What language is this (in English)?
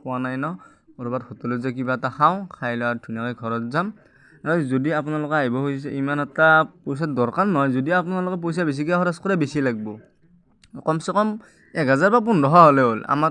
Assamese